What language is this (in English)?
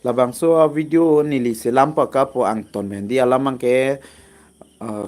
Karbi